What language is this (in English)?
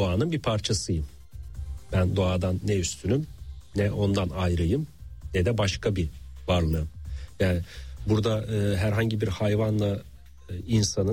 Turkish